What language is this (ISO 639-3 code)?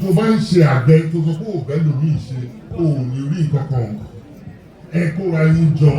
yor